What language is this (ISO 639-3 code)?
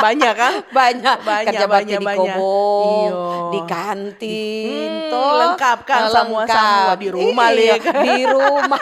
xmm